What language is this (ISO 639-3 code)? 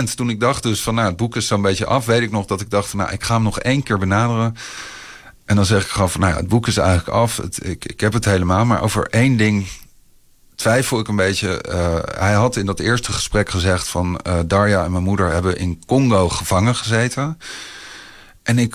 nld